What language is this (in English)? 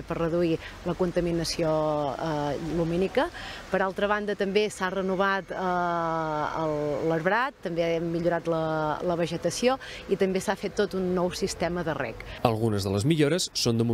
Catalan